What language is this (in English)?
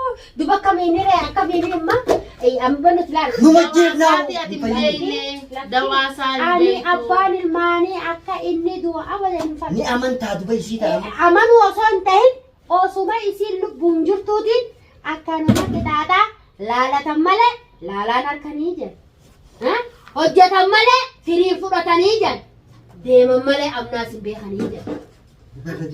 Oromo